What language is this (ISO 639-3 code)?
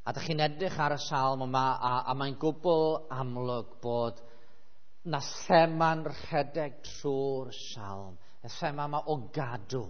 cym